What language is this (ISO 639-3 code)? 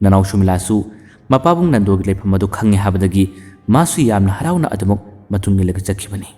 mni